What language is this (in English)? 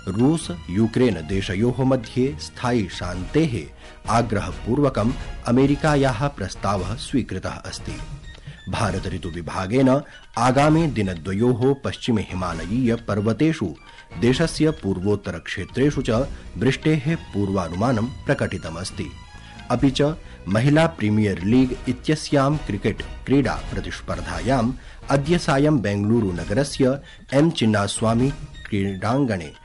Sanskrit